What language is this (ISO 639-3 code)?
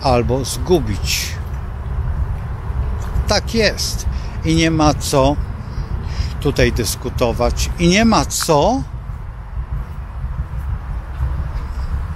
pol